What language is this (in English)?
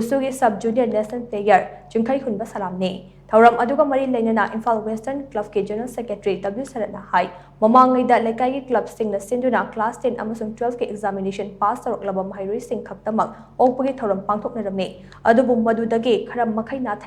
Manipuri